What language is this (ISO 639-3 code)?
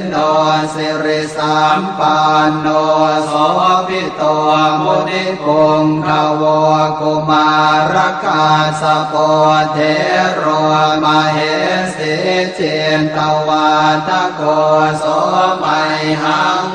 pli